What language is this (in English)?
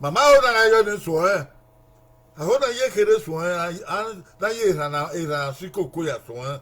Bini